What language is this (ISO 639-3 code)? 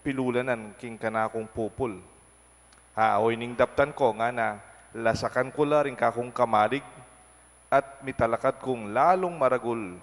pam